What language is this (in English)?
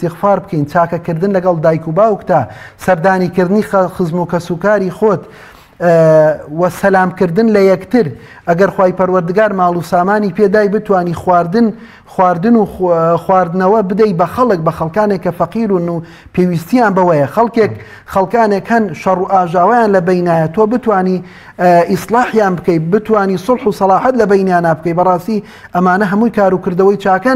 Central Kurdish